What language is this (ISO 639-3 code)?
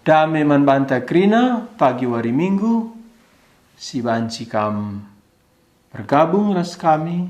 btx